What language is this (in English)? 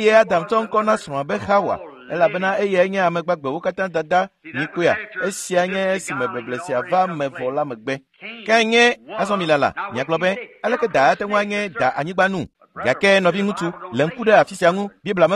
Ewe